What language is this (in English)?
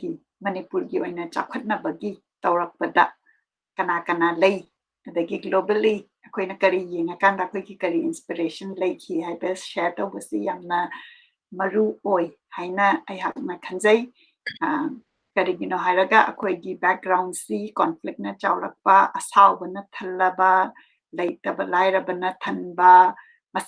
Manipuri